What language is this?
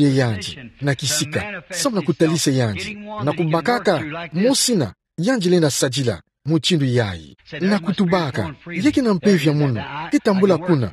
Kituba (Democratic Republic of Congo)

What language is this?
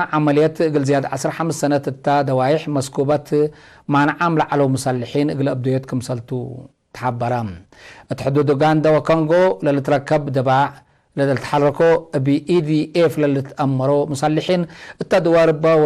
Tigre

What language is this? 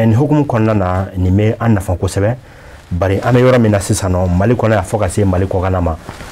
Bambara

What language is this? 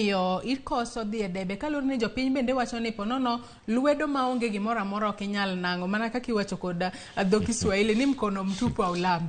Luo (Kenya and Tanzania)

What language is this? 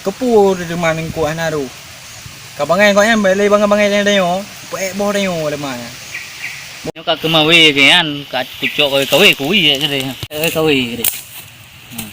Achinese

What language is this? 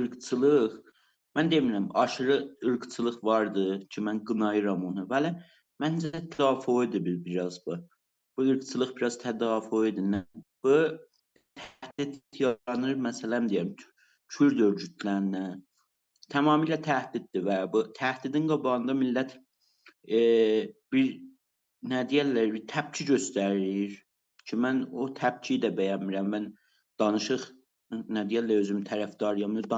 South Azerbaijani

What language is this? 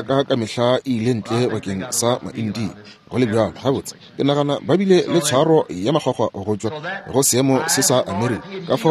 Northern Sotho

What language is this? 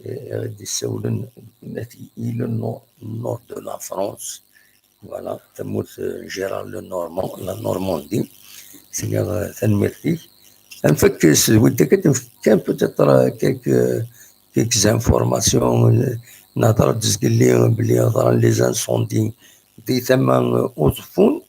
Kabyle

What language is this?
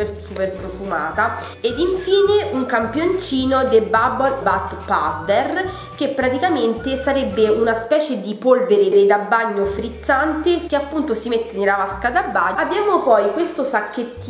Italian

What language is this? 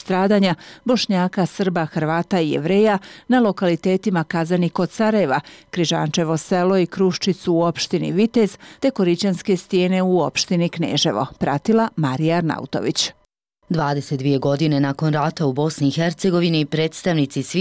Bosnian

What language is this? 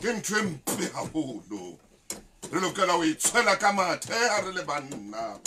Southern Sotho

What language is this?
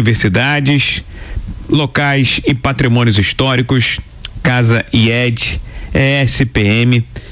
Portuguese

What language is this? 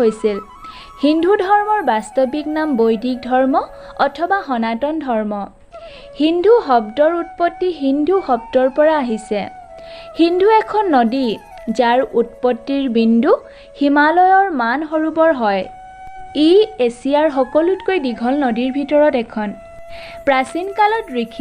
Assamese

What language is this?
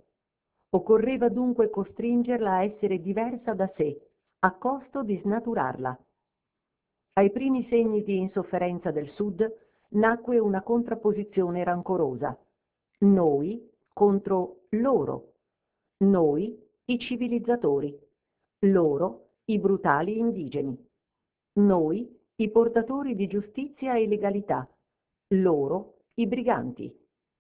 Italian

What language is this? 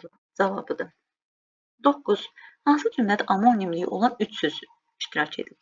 Azerbaijani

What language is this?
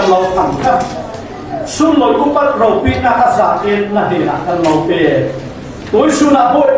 Falam Chin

